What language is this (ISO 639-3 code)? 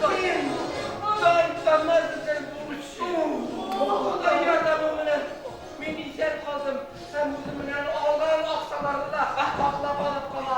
bak